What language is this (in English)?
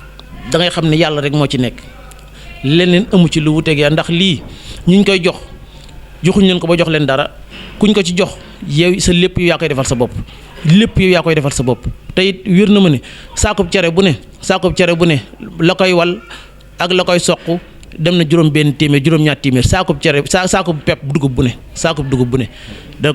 Wolof